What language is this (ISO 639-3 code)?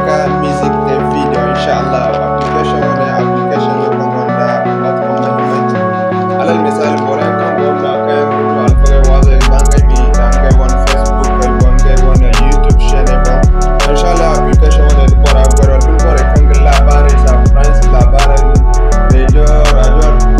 dje